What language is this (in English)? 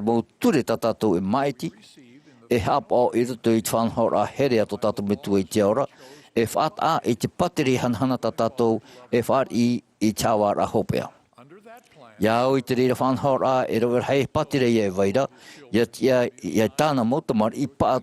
Tahitian